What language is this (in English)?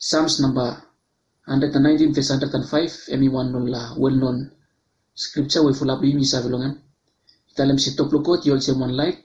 Bislama